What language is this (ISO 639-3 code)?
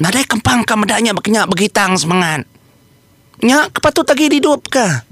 iba